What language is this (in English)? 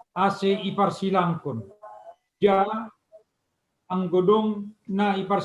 Batak Simalungun